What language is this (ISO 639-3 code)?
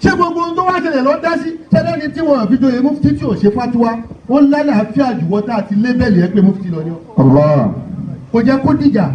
yor